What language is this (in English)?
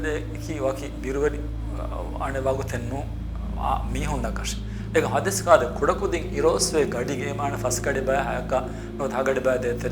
Divehi